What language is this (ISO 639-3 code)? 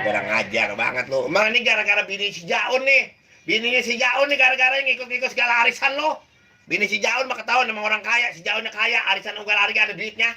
bew